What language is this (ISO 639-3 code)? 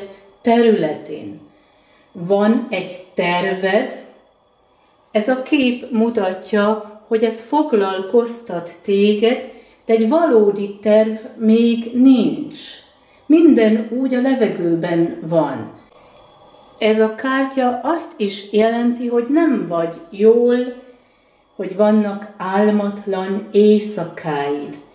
hun